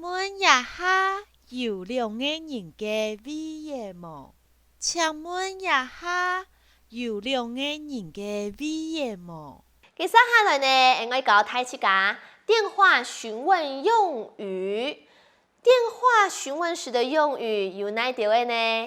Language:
Hakka Chinese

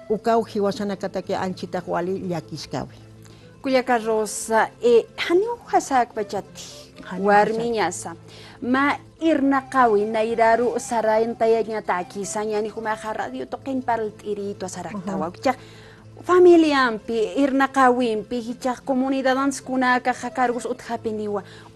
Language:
Aymara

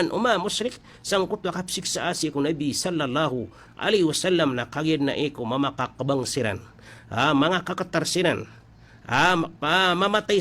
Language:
Maranao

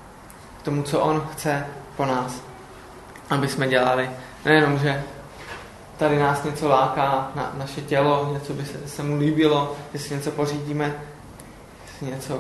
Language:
Czech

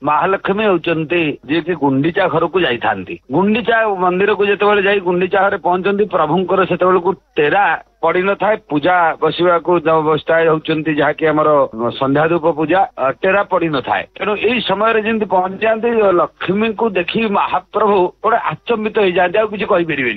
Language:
Odia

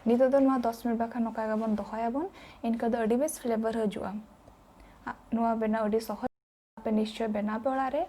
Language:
Santali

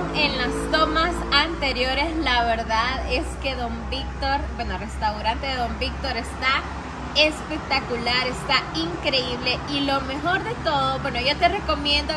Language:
Spanish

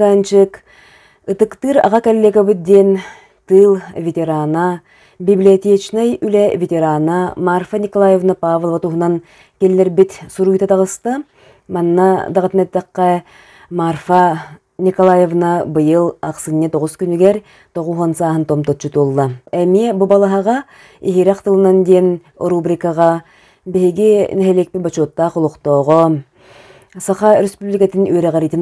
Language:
Yakut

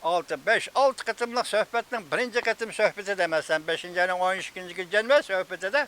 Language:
Uyghur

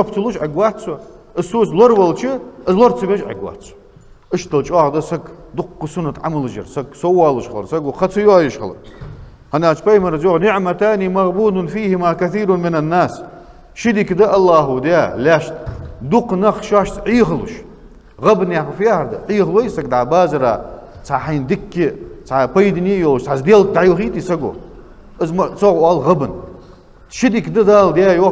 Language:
Ingush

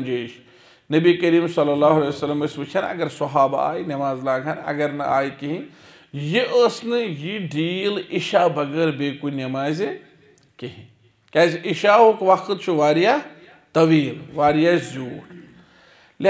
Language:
Kashmiri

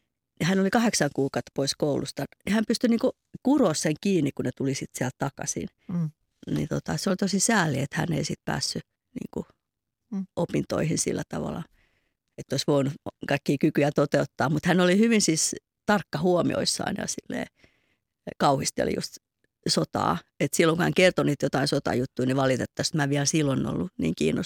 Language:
Finnish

